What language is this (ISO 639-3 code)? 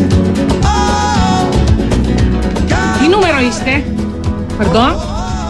ell